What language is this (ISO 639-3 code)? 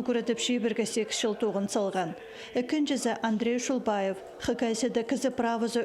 kjh